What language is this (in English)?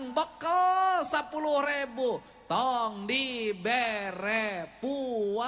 Sundanese